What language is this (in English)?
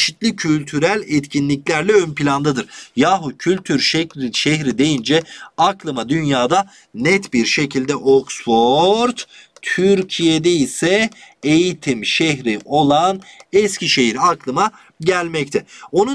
Turkish